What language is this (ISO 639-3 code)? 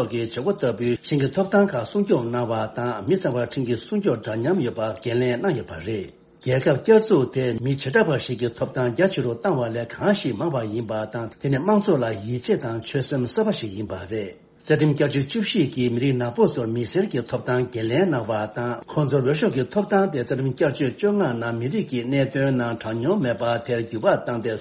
bod